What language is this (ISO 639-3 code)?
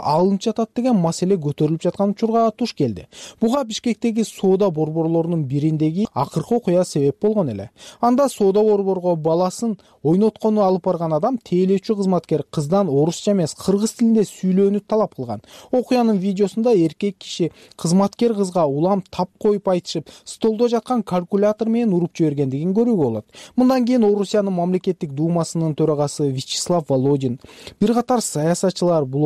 kir